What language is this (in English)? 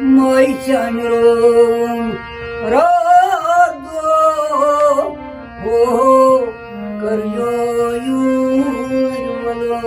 Kashmiri